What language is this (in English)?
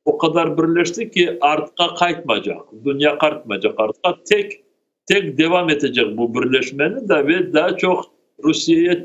Crimean Tatar